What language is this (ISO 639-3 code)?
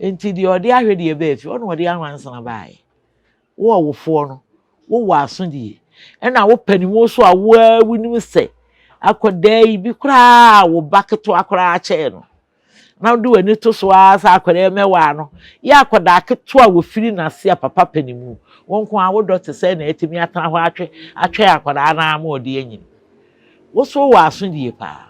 aka